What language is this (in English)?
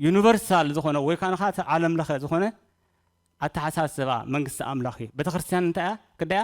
Tigrinya